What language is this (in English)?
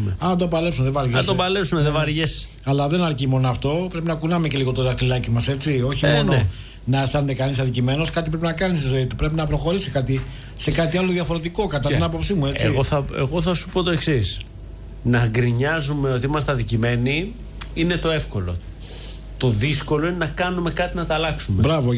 Greek